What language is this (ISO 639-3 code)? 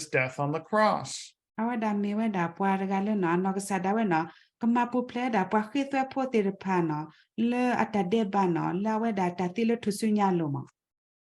ksw